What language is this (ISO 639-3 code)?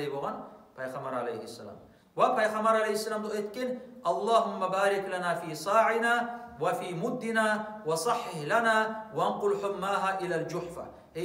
kum